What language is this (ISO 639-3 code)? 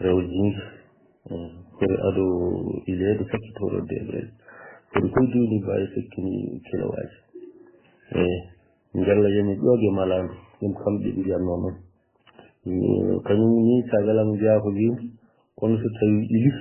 ful